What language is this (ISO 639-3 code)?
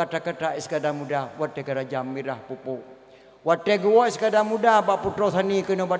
ace